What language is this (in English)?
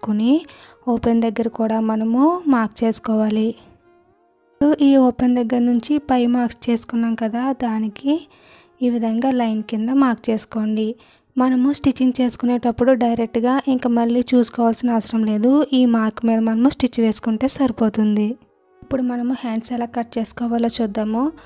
Telugu